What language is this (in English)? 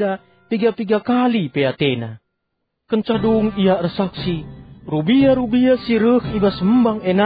Batak Karo